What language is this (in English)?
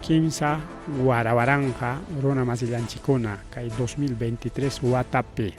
Ayacucho Quechua